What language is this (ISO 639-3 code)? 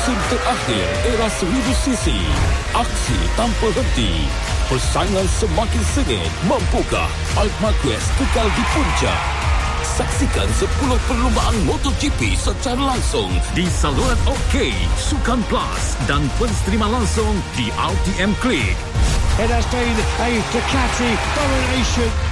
msa